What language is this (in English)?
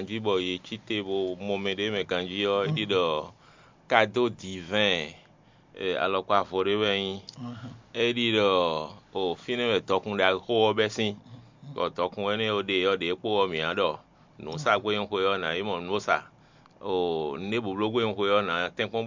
Fon